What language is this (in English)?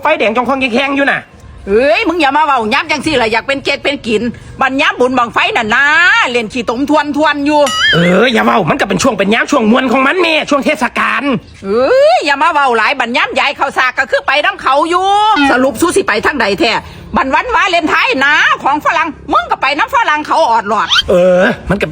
Northeastern Thai